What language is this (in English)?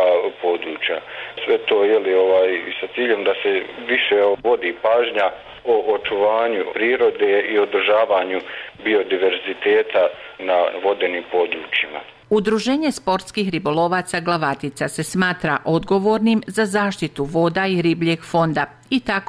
Bosnian